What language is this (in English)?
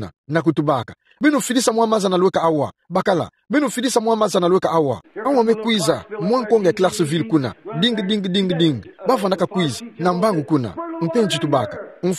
Kituba (Democratic Republic of Congo)